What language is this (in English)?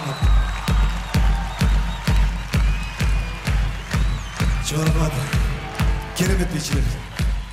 Kyrgyz